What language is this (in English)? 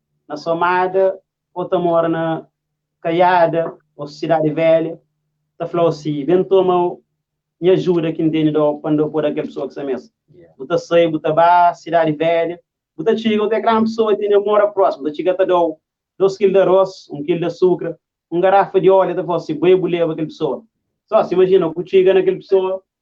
Kabuverdianu